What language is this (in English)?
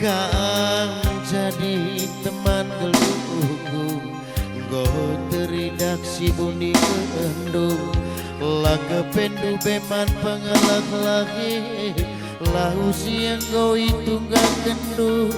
Batak Karo